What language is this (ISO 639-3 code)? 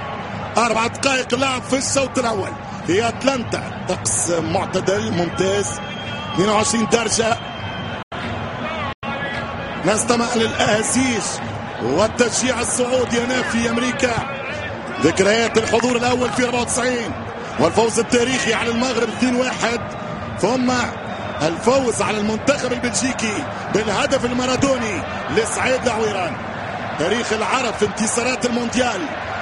ara